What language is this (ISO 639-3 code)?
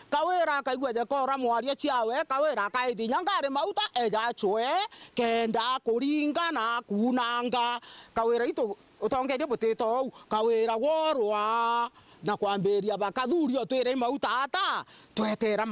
mer